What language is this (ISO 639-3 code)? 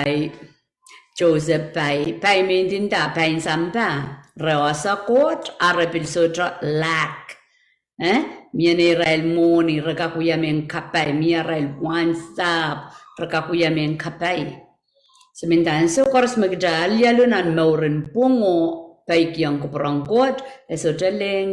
pon